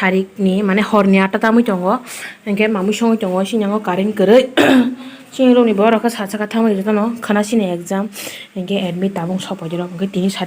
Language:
Kok Borok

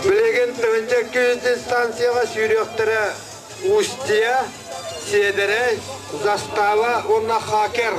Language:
Yakut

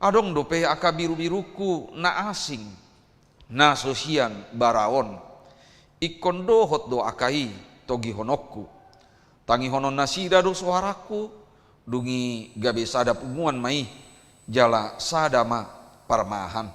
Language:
Batak Toba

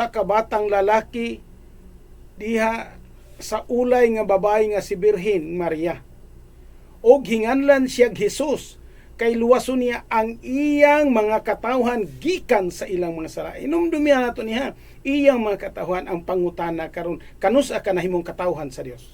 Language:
Cebuano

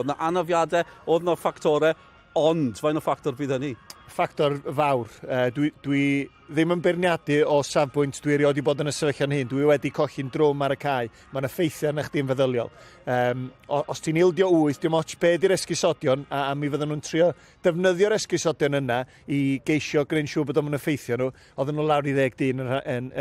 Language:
Welsh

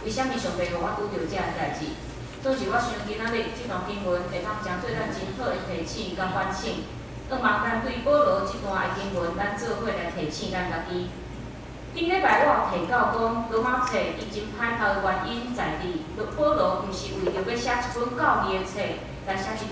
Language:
Min Nan Chinese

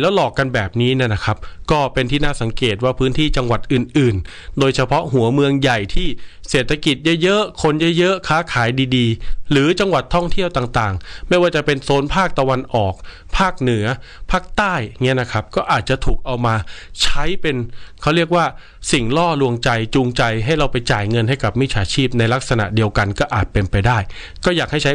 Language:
Thai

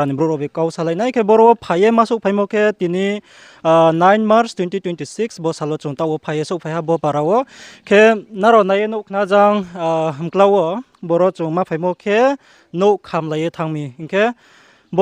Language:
Riang (India)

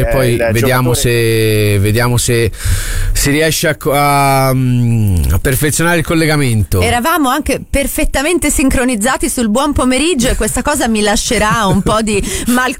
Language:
Italian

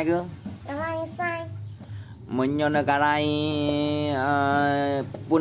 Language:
Achinese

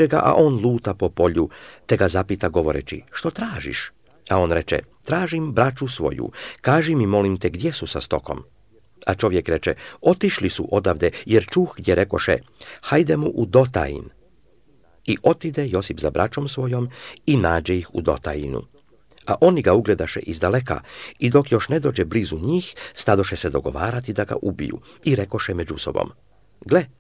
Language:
Serbian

